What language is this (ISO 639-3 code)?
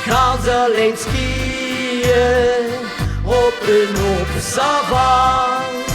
lim